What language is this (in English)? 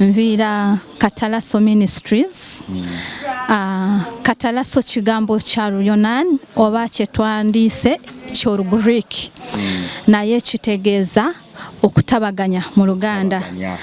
Ganda